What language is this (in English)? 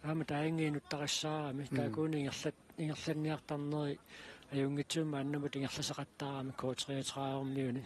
Kalaallisut